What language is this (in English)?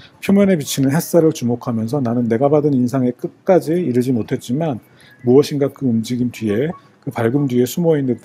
Korean